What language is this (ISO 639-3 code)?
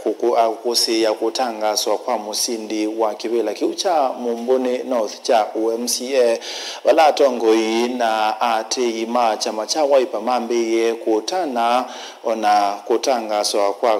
kam